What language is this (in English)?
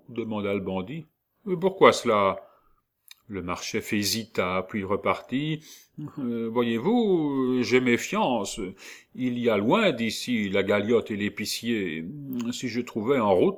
French